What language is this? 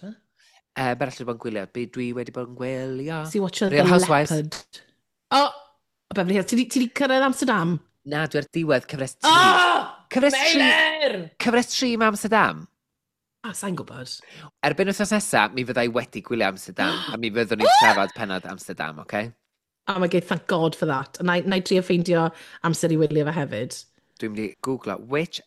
Welsh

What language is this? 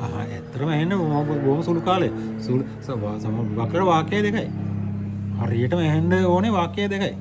Sinhala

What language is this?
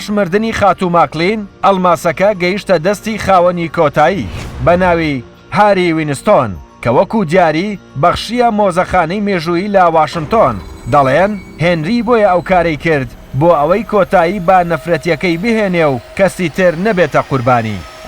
Central Kurdish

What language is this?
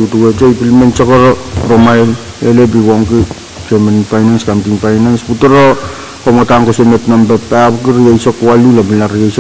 Pohnpeian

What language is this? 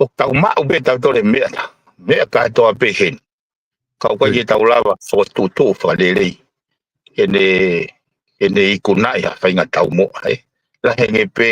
Tongan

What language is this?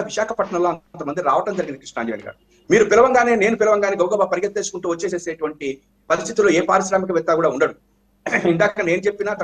Telugu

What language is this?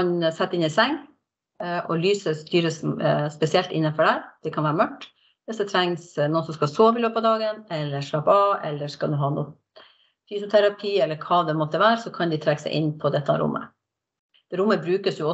Norwegian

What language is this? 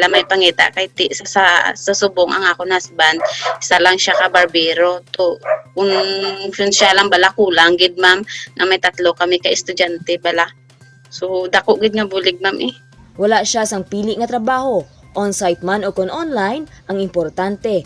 Hiligaynon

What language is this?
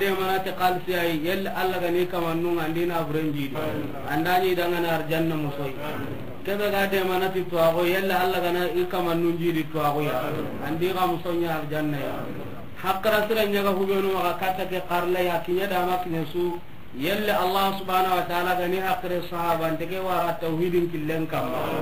Soninke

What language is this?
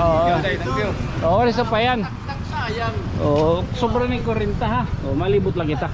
Waray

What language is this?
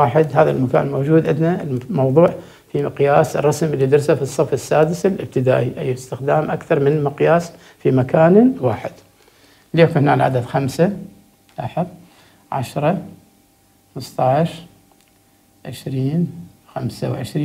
Arabic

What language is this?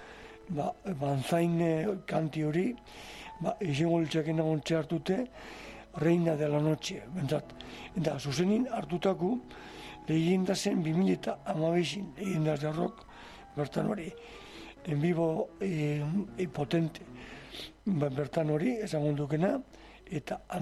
Basque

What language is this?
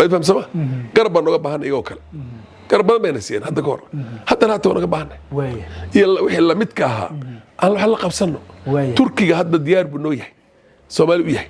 Somali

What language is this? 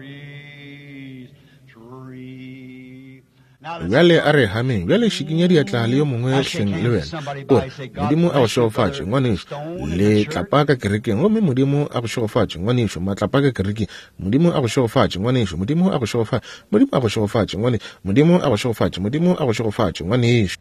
Northern Sotho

